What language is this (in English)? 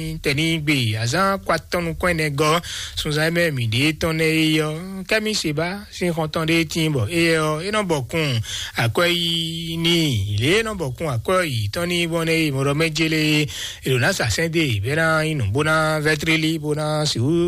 Fon